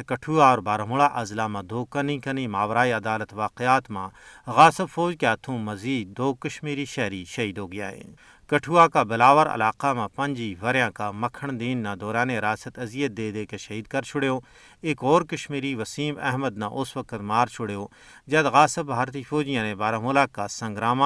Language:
Gujari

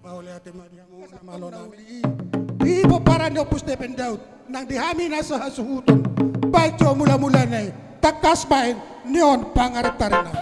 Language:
Batak Toba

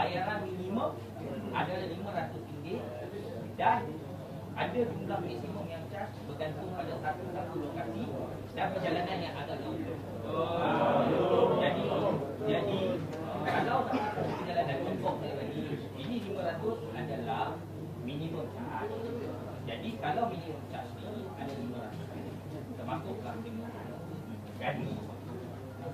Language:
Malay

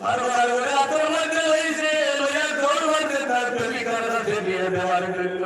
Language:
Sylheti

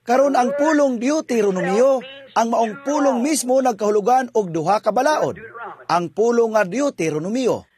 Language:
Cebuano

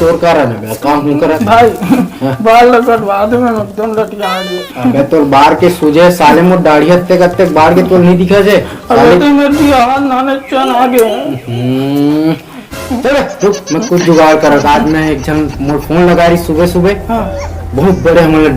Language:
Chhattisgarhi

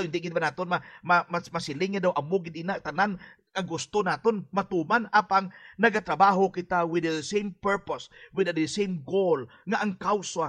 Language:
Hiligaynon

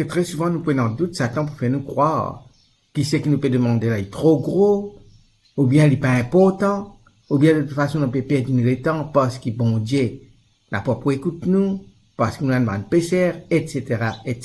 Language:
Morisyen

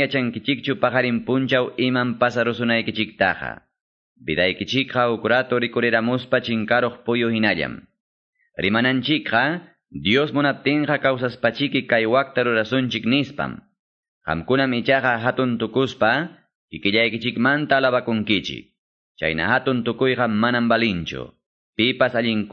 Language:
Quechua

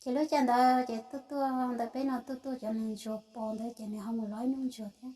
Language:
Hmong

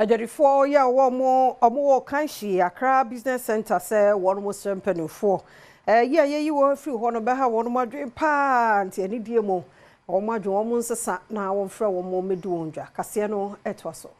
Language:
Akan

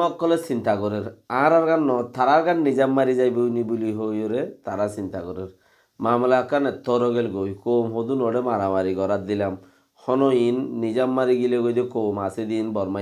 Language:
Rohingya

